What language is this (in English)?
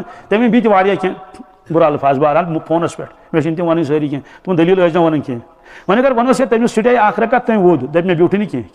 Kashmiri